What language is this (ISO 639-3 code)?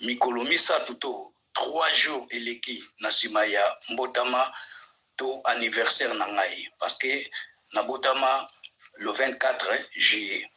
lin